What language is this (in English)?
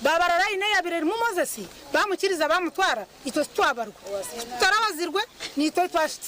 Nyankole